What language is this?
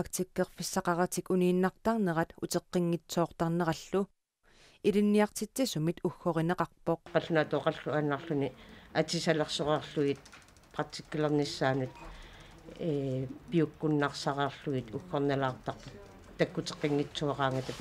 Kalaallisut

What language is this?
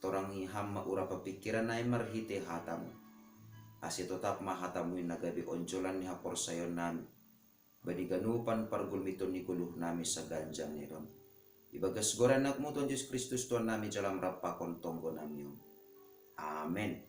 Batak Simalungun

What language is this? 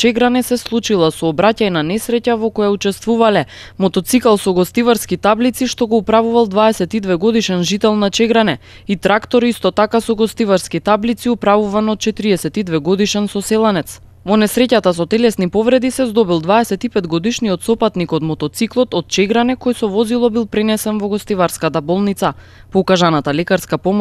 Macedonian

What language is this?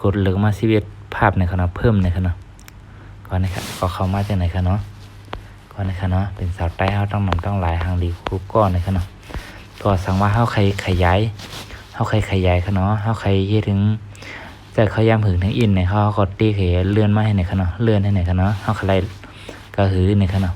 Shan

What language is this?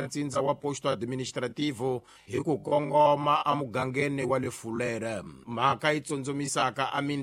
Tsonga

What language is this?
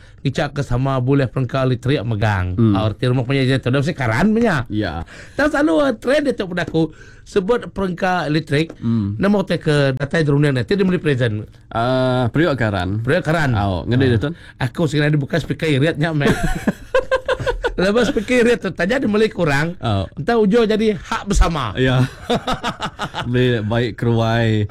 Malay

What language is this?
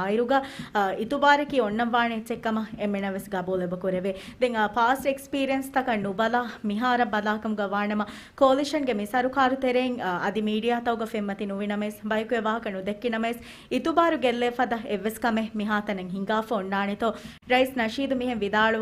Divehi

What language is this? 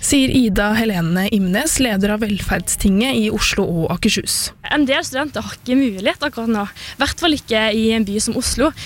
Norwegian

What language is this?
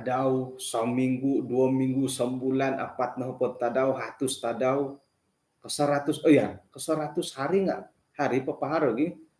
Central Dusun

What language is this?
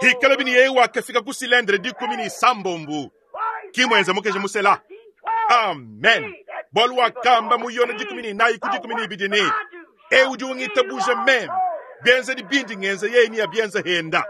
Luba-Lulua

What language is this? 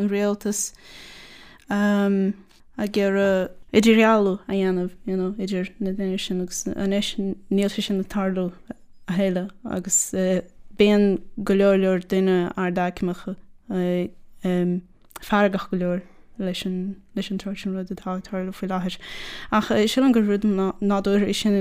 Irish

